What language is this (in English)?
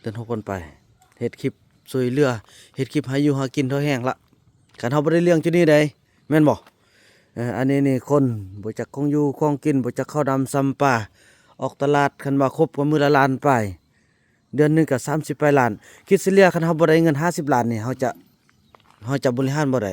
Lao